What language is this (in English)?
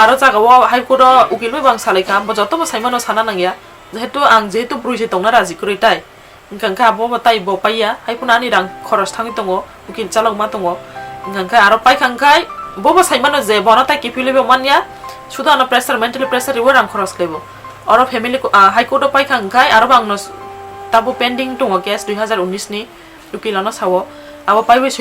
Kok Borok